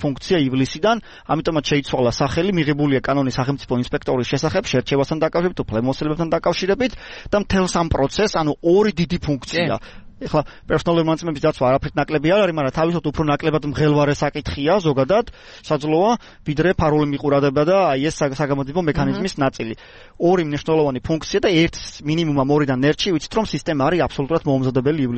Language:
Georgian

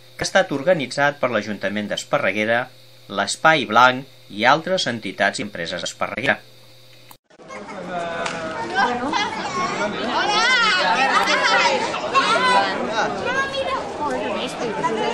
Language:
Catalan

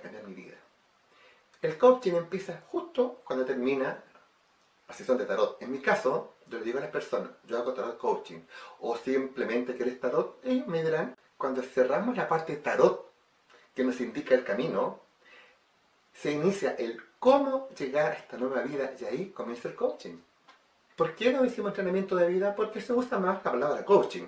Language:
Spanish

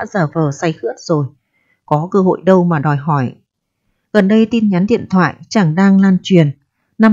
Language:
Vietnamese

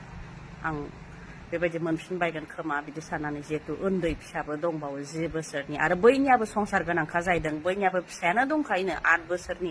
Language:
Bodo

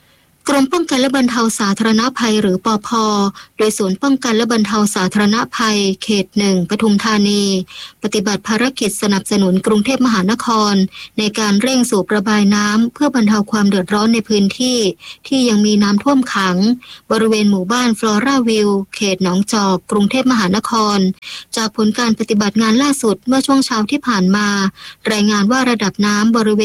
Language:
Thai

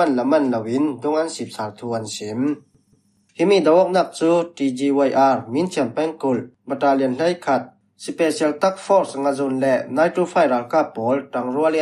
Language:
Falam Chin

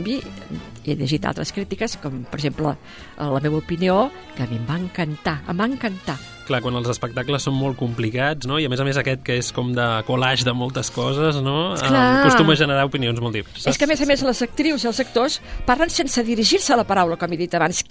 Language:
Catalan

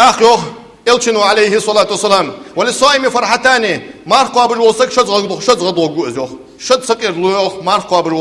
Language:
Ingush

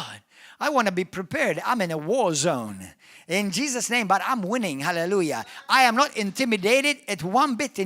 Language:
English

